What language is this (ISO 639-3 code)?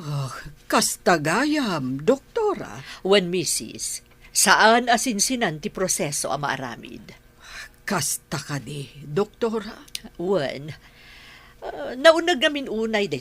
ilo